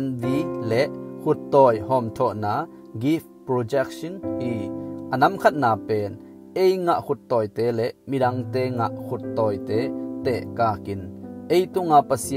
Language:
Tedim Chin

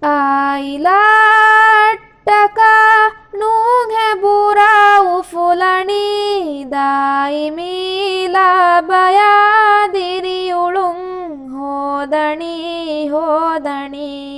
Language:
Divehi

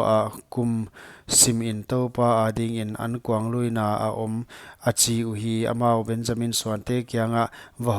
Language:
Paite Chin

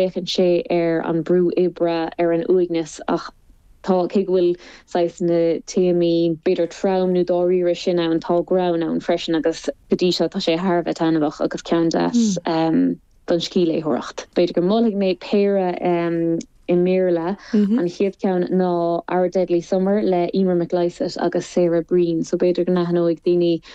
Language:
Irish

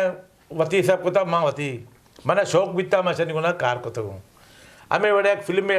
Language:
Eastern Balochi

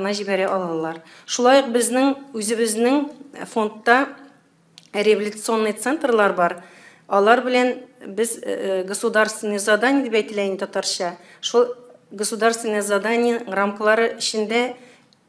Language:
Tatar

